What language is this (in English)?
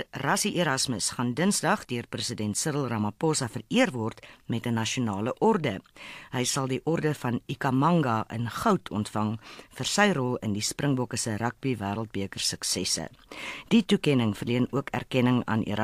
Afrikaans